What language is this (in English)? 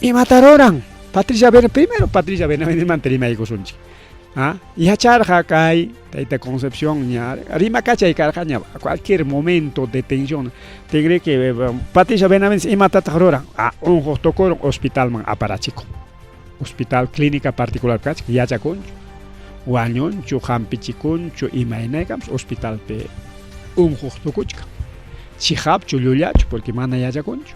Ayacucho Quechua